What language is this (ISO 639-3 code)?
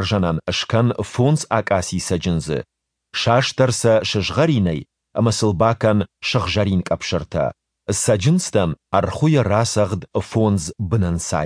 oss